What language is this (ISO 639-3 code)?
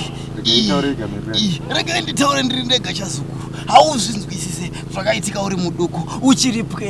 sna